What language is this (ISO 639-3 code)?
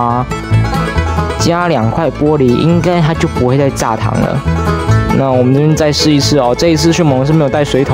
zho